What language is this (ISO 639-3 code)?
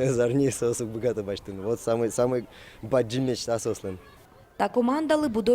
udm